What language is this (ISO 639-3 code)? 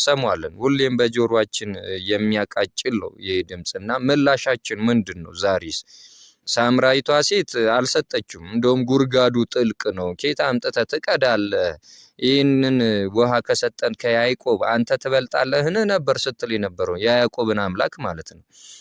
amh